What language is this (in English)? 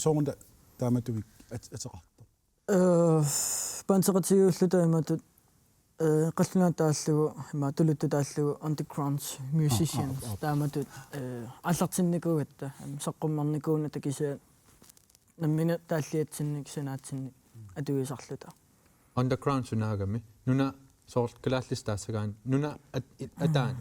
Kalaallisut